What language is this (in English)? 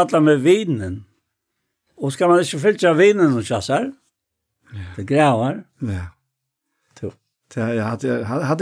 Faroese